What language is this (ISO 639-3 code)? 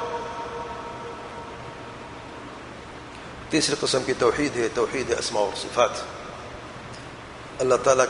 urd